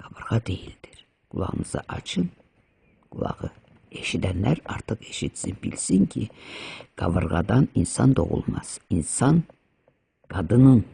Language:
Azerbaijani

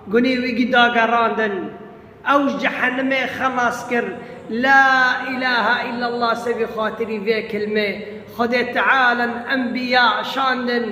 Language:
Kurdish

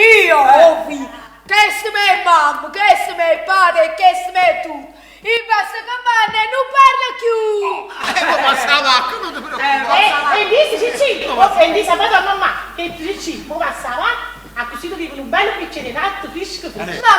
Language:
Neapolitan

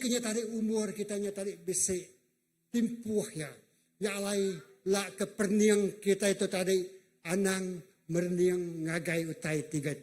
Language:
Iban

